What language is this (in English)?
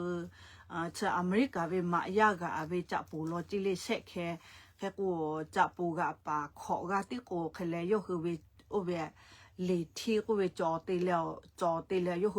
Lahu